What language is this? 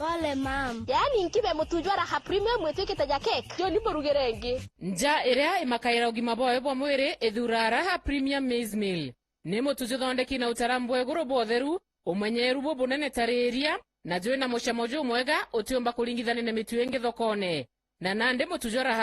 Meru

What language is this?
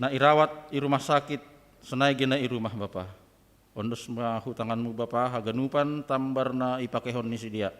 Batak Simalungun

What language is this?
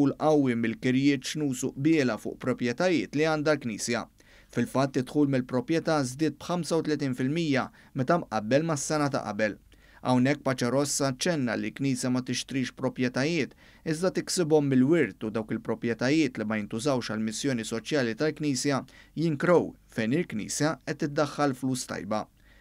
Maltese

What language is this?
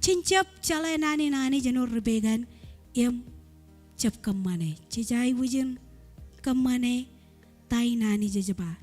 Marshallese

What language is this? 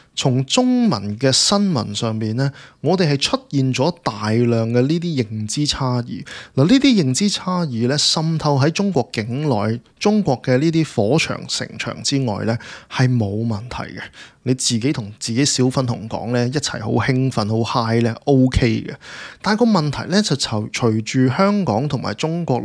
Cantonese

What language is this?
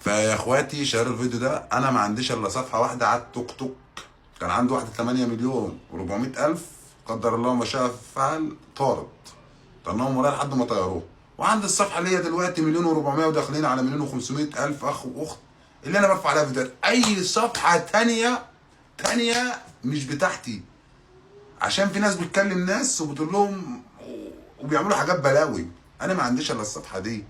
Egyptian Arabic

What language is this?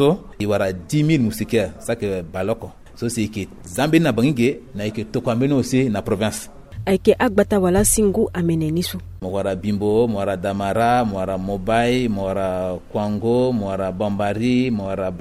Sango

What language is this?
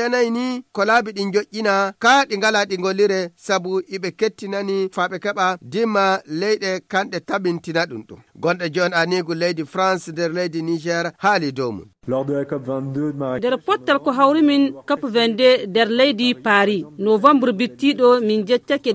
Fula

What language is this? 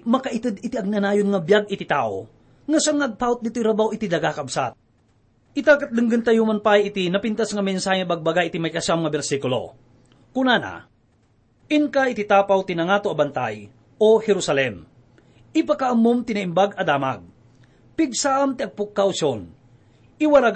Iloko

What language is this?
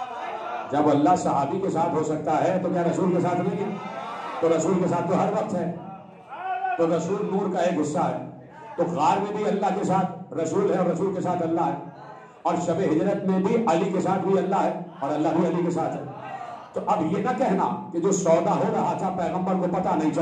Urdu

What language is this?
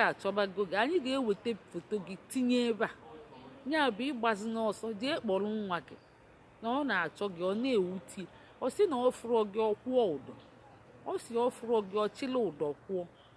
Igbo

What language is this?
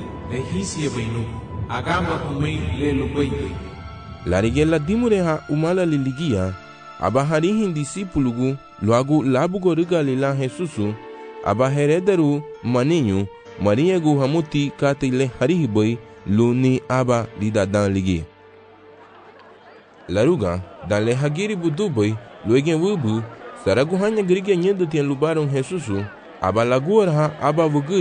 Garifuna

